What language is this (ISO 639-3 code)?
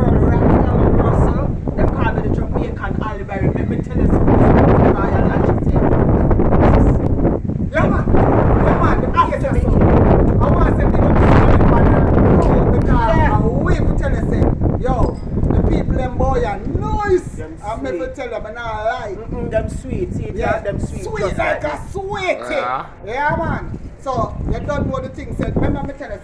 jam